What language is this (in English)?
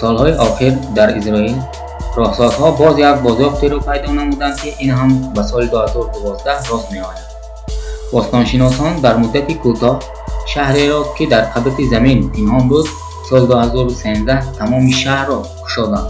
Tajik